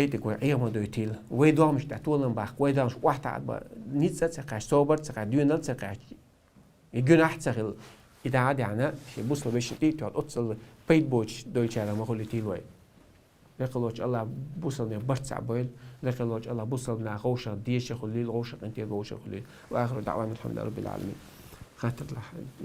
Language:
Chechen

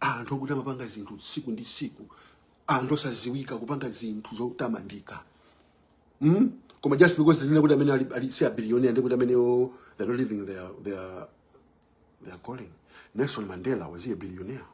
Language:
Nyanja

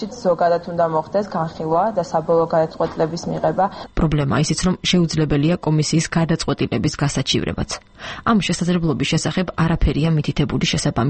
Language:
Georgian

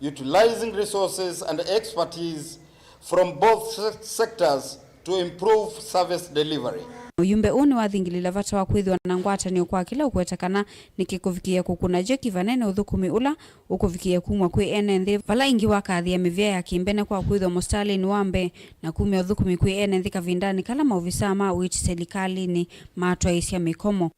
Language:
Kamba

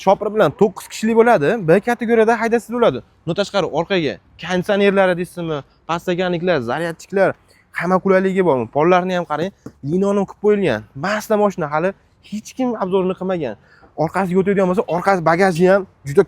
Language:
Uzbek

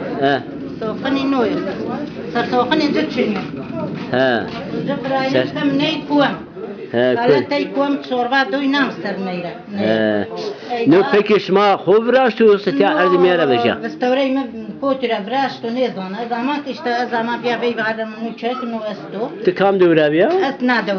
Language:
Zaza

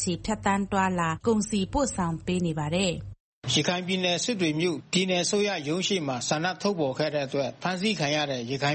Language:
Burmese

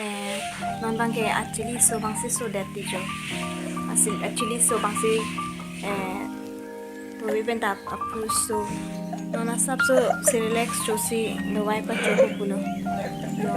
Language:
Karbi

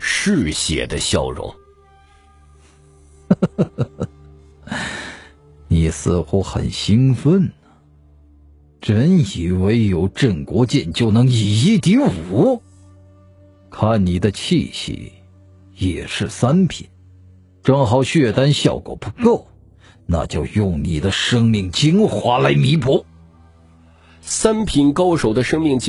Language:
Chinese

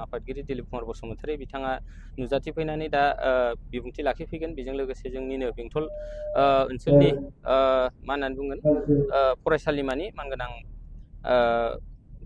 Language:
Bodo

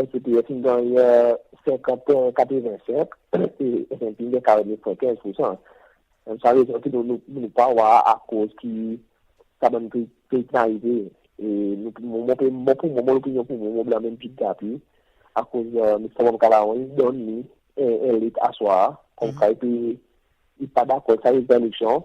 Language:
Seselwa Creole French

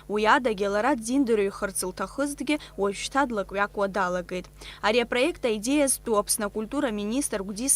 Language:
Abkhazian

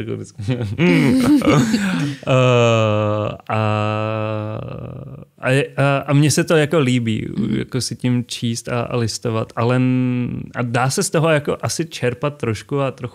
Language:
Czech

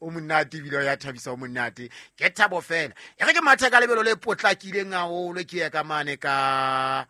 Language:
Southern Sotho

